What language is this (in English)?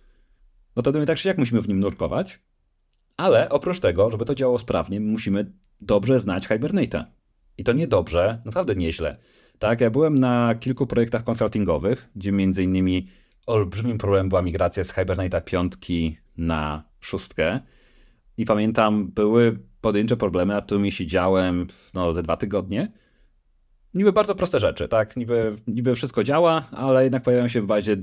Polish